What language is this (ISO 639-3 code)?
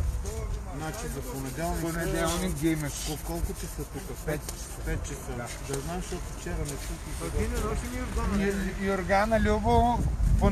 bul